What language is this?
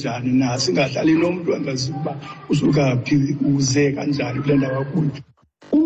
Xhosa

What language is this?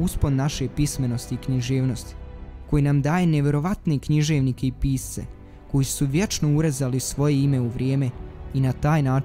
Bosnian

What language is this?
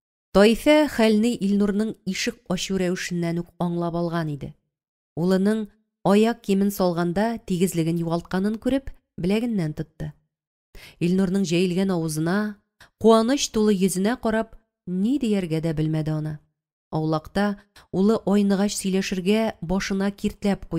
Tatar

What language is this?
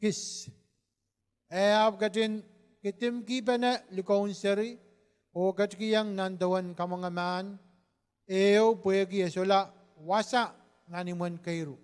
Pohnpeian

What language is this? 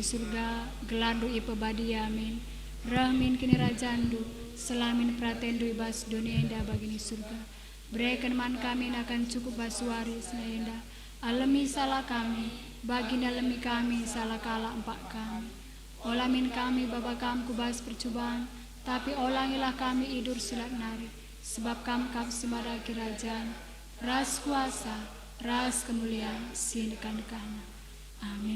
Batak Karo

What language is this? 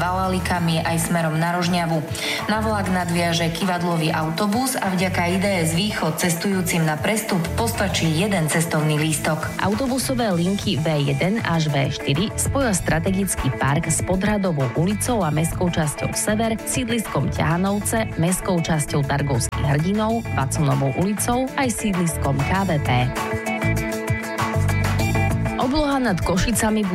Slovak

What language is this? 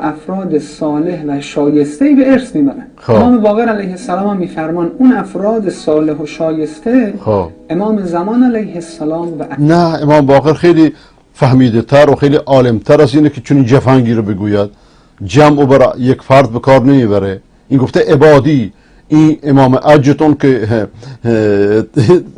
Persian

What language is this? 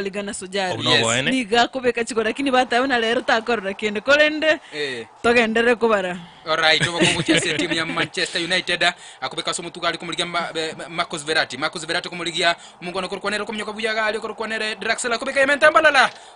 Gusii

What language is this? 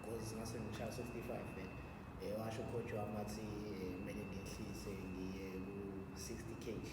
Zulu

